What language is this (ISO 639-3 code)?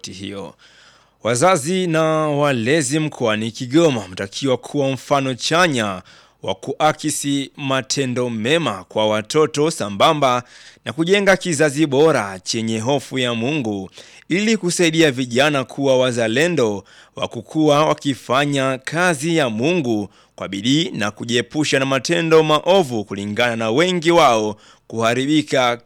swa